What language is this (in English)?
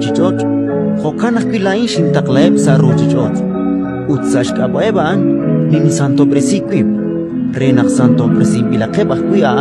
Kekchí